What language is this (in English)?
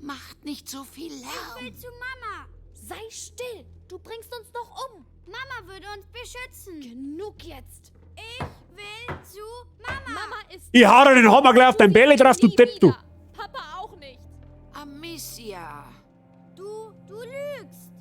Bavarian